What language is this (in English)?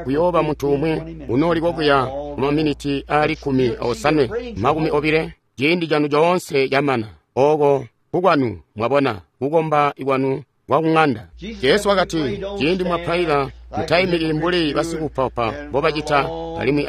Tonga (Zambia)